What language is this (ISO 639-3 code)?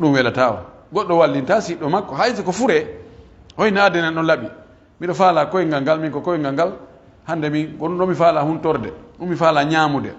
fuf